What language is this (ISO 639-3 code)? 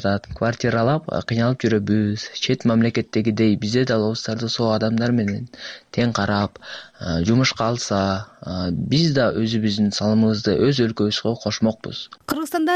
kir